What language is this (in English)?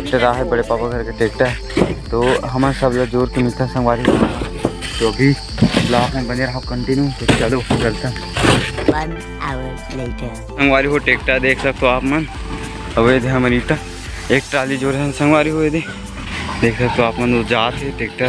Chhattisgarhi